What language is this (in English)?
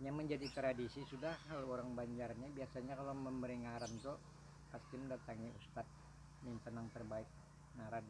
Banjar